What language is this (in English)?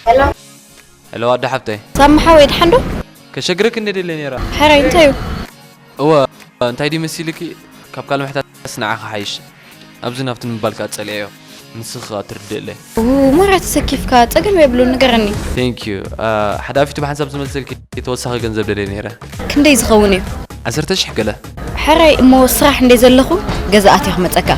Tigrinya